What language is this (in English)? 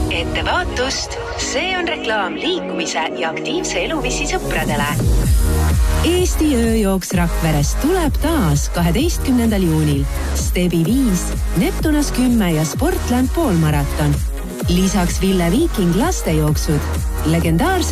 Estonian